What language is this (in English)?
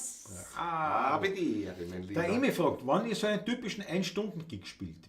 Bavarian